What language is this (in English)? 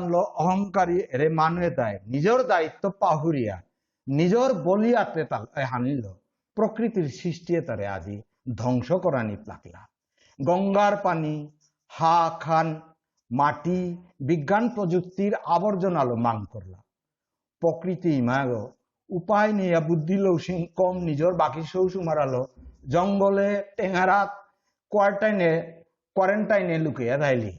Bishnupriya